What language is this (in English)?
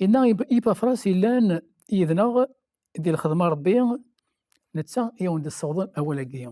Kabyle